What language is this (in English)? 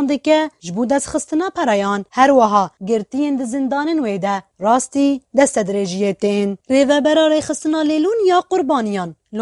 Kurdish